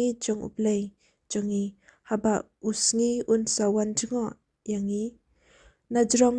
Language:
Khasi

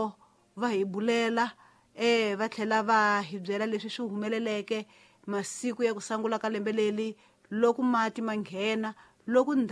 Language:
Tsonga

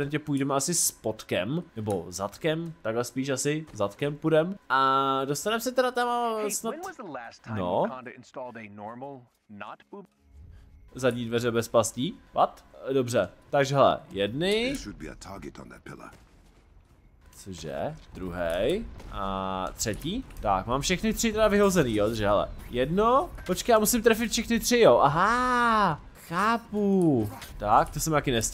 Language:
Czech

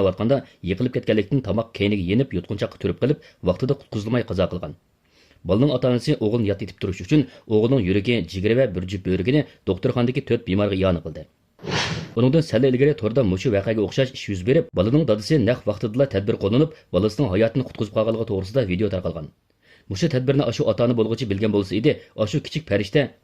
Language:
Uyghur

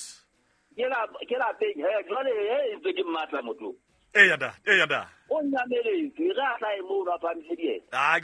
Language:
Southern Sotho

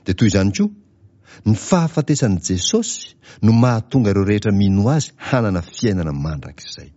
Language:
Malagasy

